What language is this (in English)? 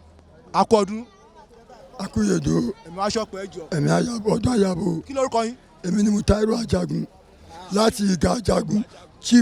Yoruba